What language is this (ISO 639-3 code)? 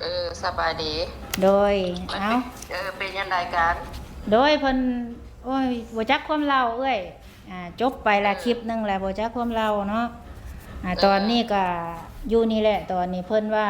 tts